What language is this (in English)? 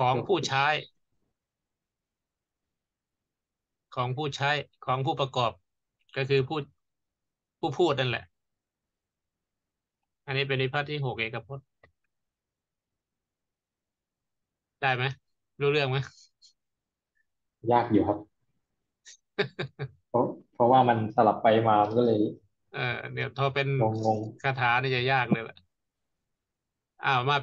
Thai